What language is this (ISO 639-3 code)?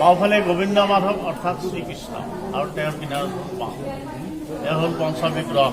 asm